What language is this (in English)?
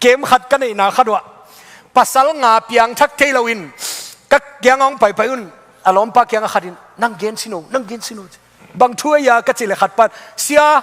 Tedim Chin